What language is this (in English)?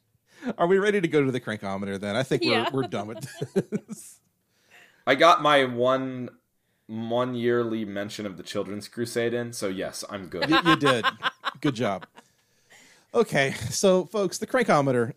English